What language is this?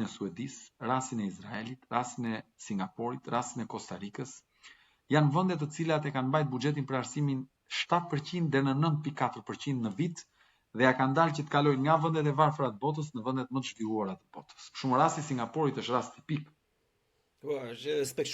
Albanian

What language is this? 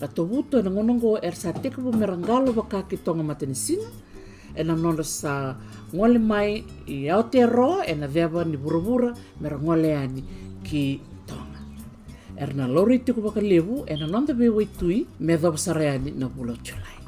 Fijian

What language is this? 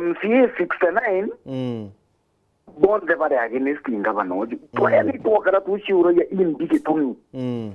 Meru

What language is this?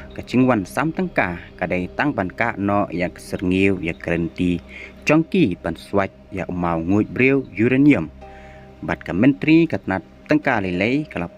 Khasi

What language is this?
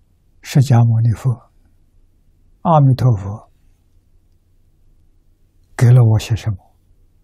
Chinese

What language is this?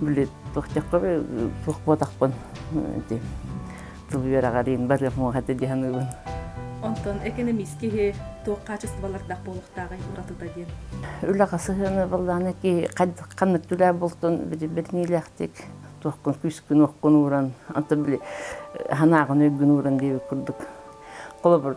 Yakut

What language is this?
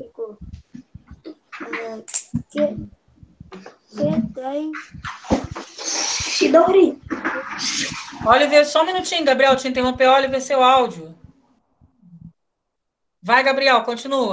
Portuguese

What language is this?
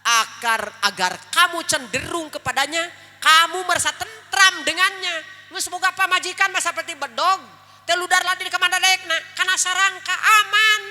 Sundanese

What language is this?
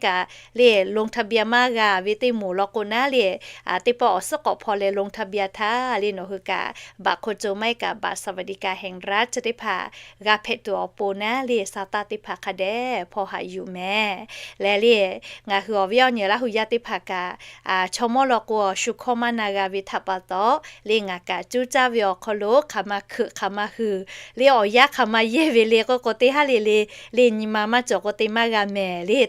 Lahu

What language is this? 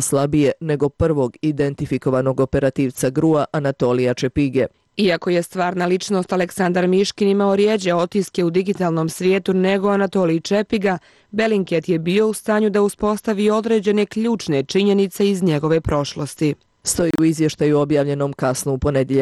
Bosnian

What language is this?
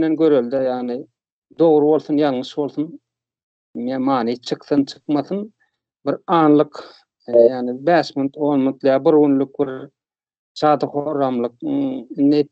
Turkmen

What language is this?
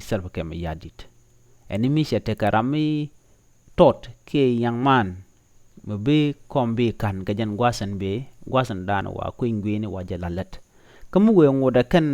Nuer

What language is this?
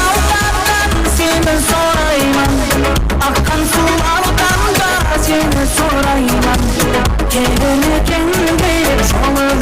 Kara-Kalpak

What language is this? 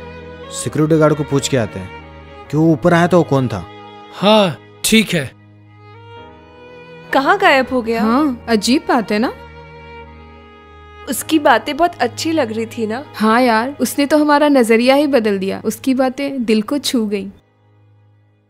Hindi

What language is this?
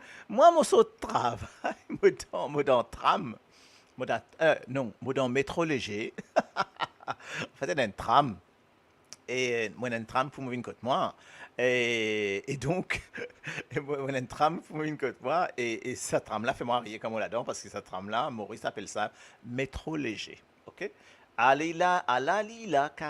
Morisyen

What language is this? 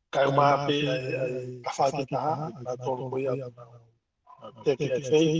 Tongan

